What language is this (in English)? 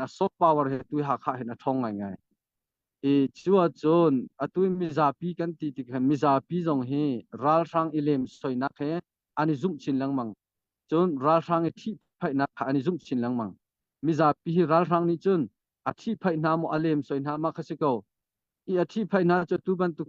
Hakha Chin